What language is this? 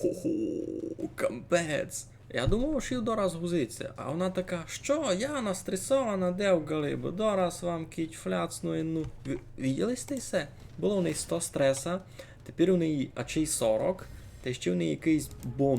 Rusyn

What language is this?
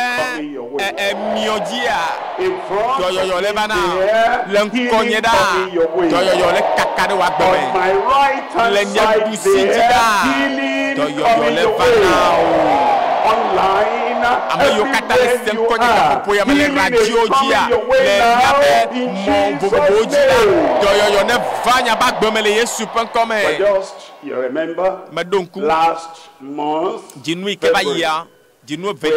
Ewe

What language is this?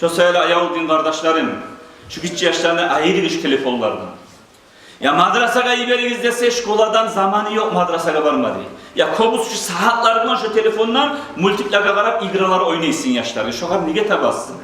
Kumyk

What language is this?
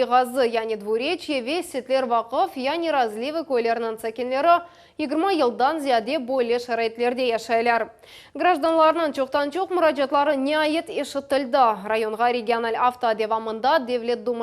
Crimean Tatar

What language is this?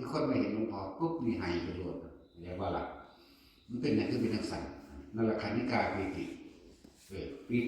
Northeastern Thai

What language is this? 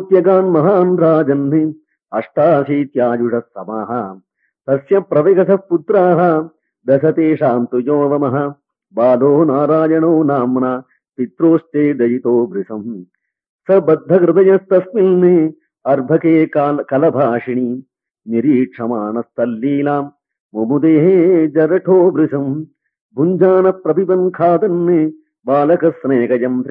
Sanskrit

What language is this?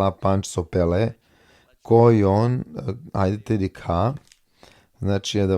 Balkan Romani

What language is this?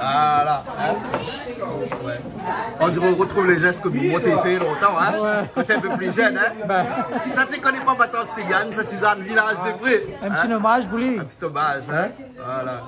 Réunion Creole French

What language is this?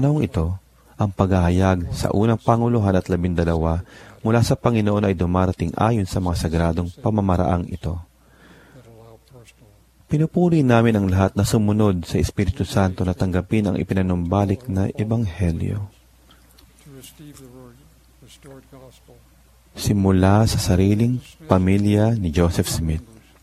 Filipino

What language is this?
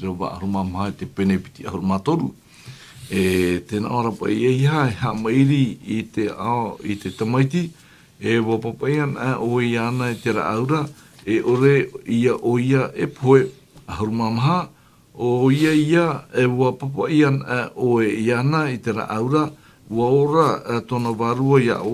Tahitian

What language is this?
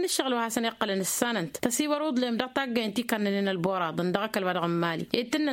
Tamasheq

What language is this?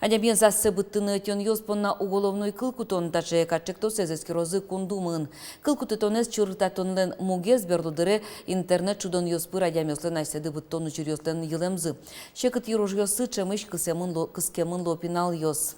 Udmurt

